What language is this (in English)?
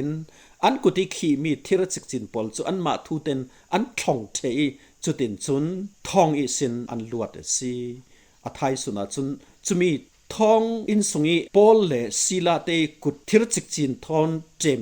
Falam Chin